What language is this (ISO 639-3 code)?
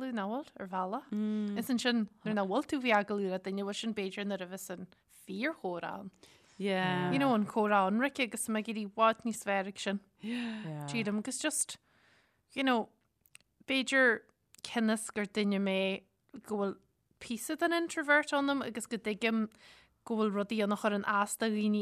gle